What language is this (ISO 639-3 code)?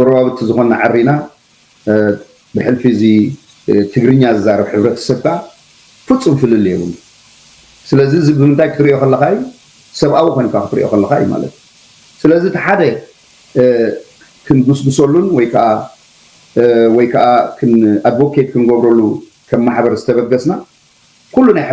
tir